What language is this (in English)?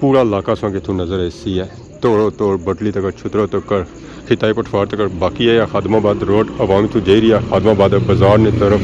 Pahari-Potwari